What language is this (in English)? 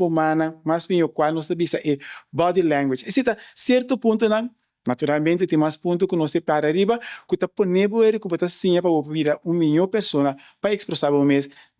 Papiamento